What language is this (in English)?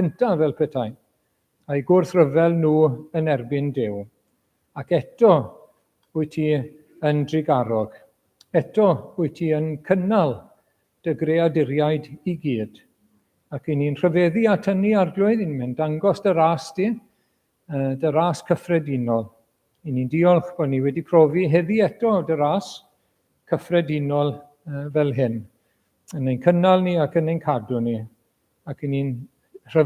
Welsh